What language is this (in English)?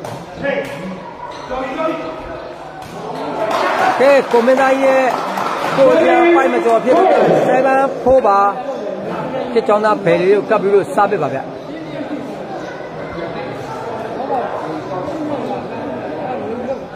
Burmese